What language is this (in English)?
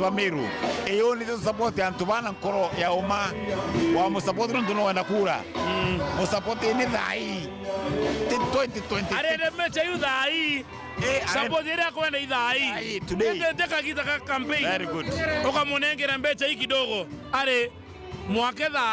Meru